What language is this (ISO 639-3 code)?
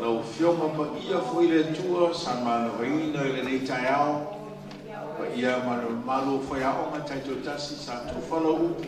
smo